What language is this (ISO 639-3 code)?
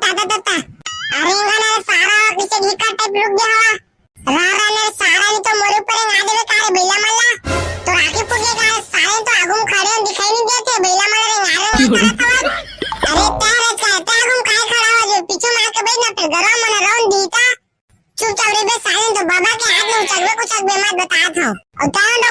hne